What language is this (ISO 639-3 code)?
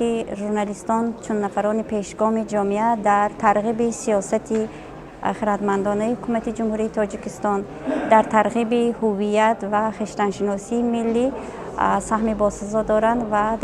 tgk